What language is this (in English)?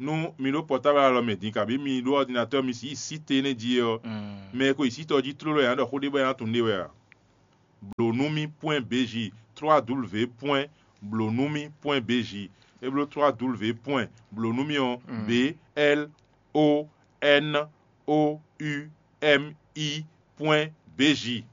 Fon